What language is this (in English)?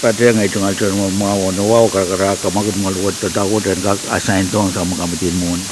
Pohnpeian